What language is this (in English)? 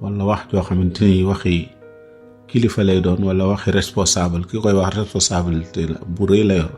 Wolof